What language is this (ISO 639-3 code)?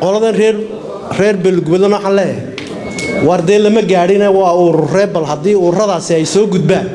som